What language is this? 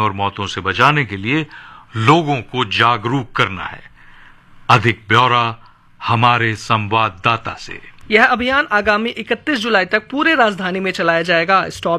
Hindi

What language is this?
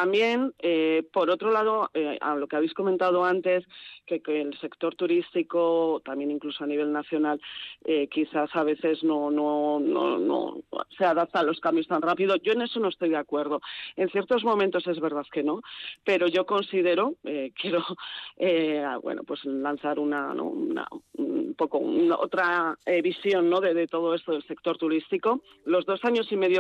Spanish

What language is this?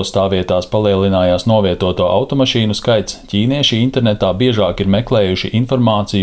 Latvian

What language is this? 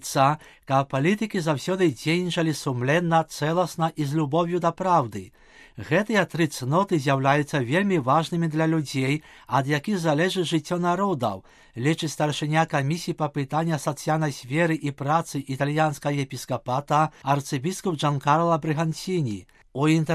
Belarusian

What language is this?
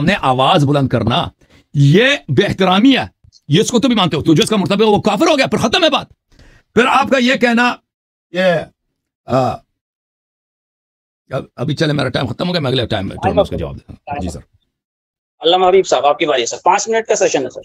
Urdu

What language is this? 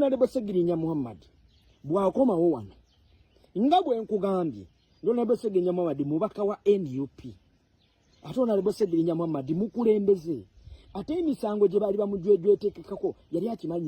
Ganda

